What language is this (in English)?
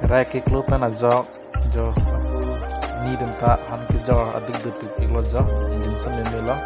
Karbi